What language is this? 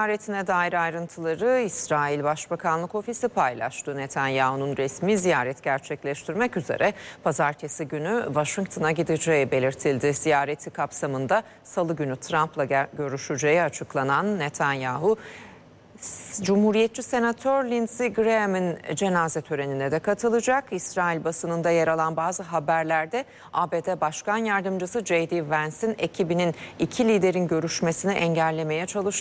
Turkish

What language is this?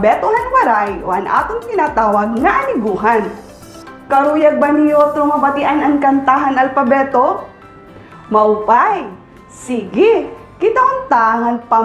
Waray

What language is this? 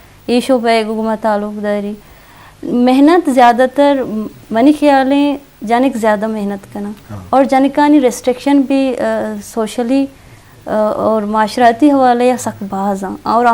Eastern Balochi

